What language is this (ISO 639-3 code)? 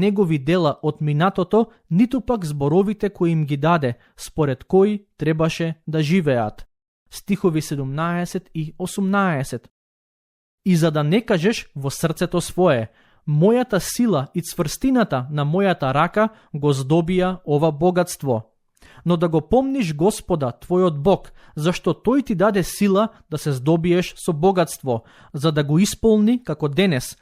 mkd